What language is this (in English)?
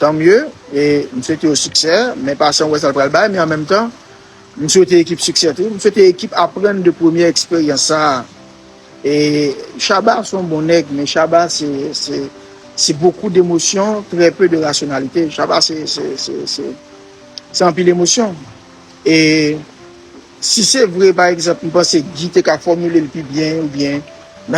Haitian Creole